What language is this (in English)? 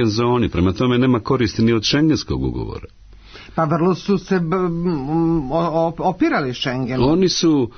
Serbian